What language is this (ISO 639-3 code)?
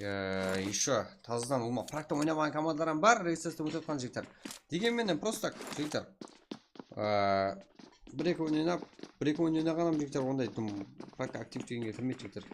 kaa